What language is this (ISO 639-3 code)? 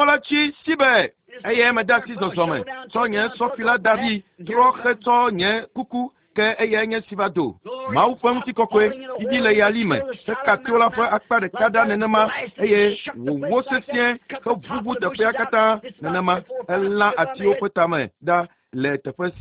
ewe